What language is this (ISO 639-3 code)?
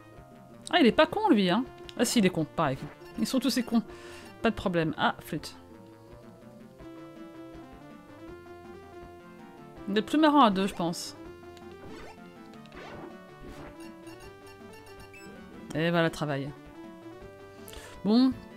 fra